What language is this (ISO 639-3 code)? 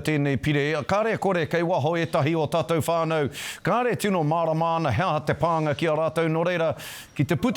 mri